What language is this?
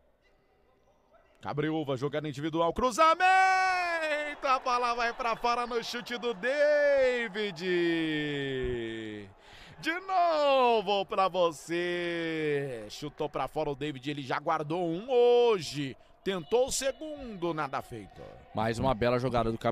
Portuguese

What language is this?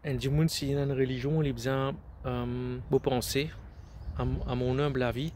Morisyen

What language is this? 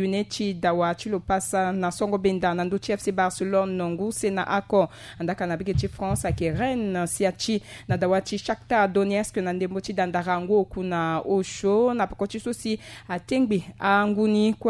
Sango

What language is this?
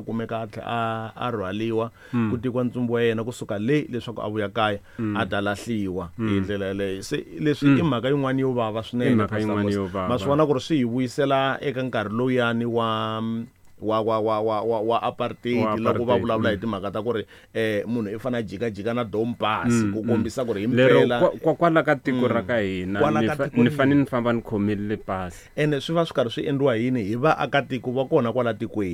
Tsonga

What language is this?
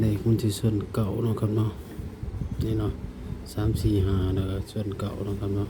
Northeastern Thai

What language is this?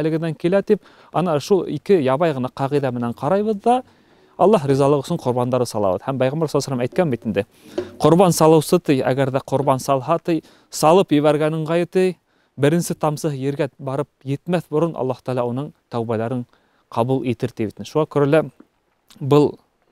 Bashkir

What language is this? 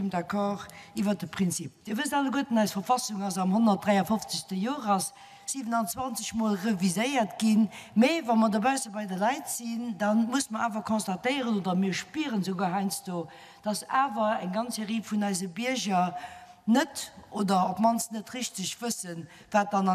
Luxembourgish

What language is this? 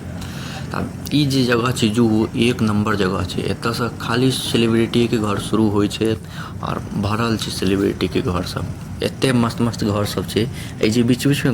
Maithili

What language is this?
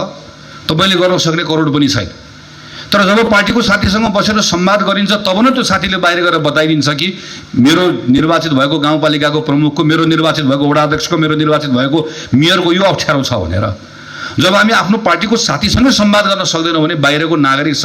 Nepali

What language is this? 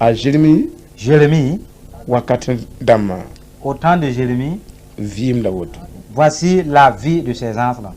Mossi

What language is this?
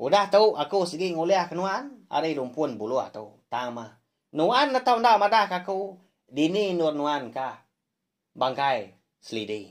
Iban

